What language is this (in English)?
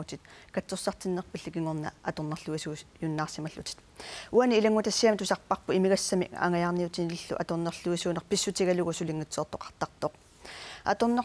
Kalaallisut